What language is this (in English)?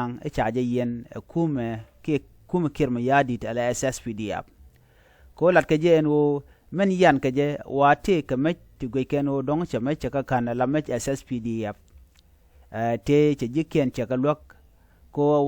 Nuer